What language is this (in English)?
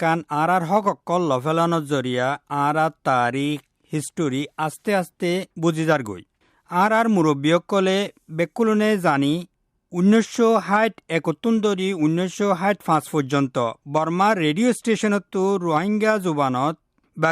Rohingya